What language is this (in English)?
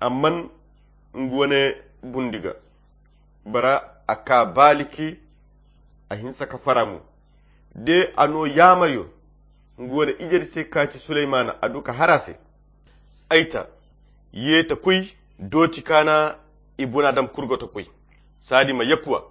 Koyra Chiini